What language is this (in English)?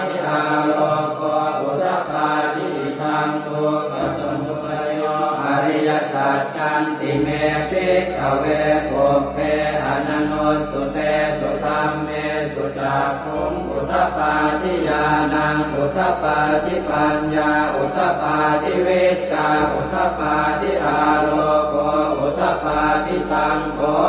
Pali